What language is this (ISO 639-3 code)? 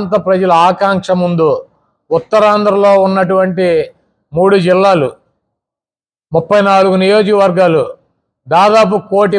tel